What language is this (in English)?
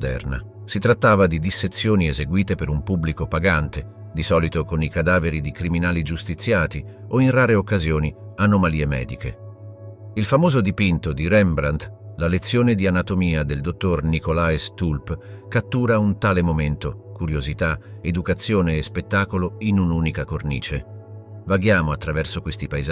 Italian